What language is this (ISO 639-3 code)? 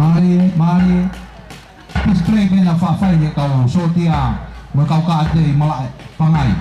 ton